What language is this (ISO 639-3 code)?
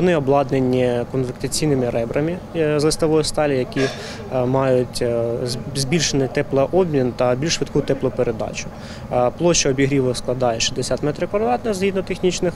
ukr